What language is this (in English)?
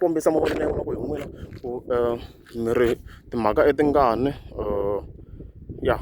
Tsonga